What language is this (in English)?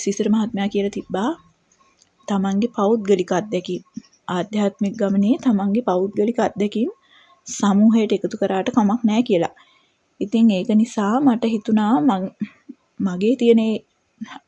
Sinhala